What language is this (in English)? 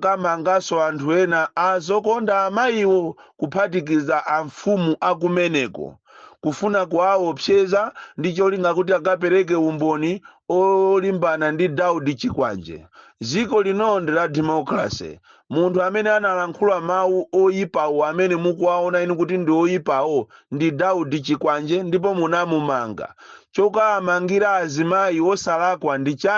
Nyanja